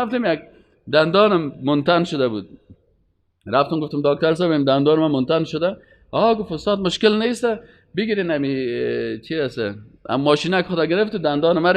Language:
Persian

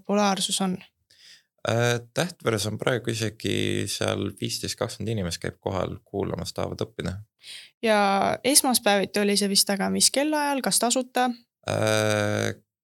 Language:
Estonian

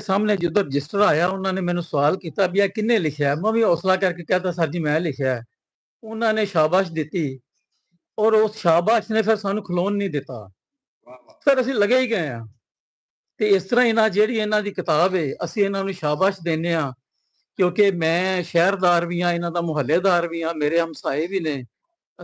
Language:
Western Panjabi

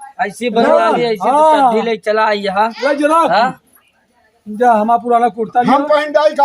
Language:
Awadhi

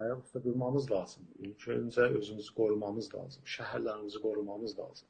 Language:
South Azerbaijani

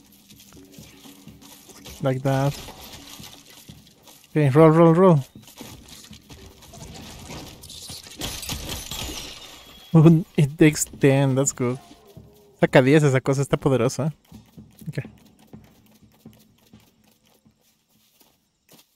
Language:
English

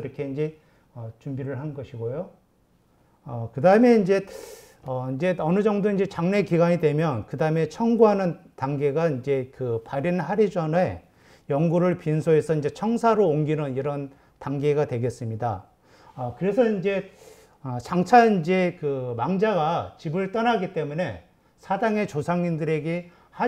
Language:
Korean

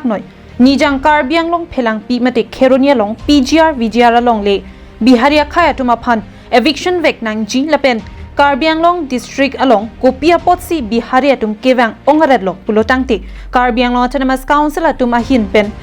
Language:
Karbi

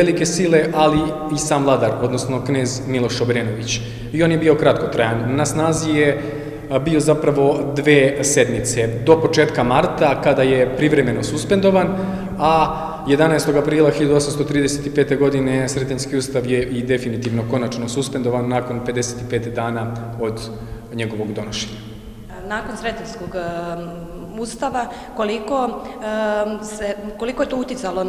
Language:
Serbian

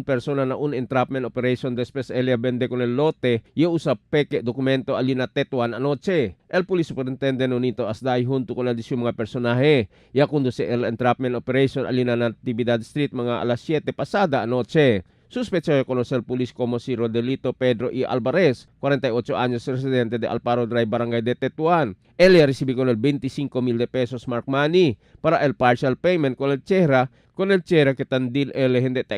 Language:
Chavacano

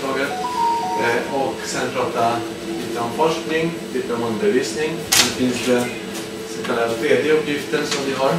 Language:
Swedish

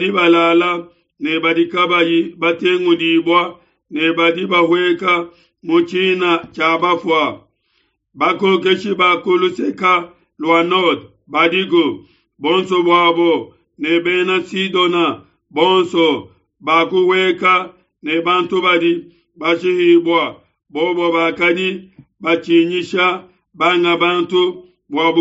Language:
Luba-Lulua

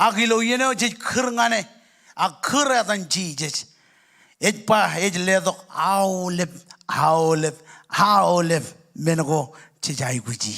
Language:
Marshallese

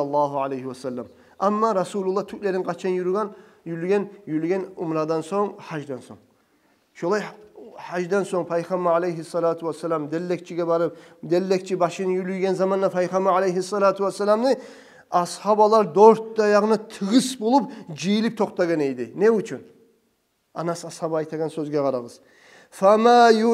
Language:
Kumyk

